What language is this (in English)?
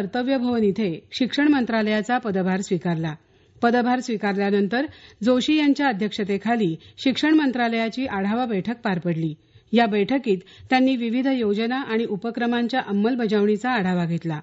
Marathi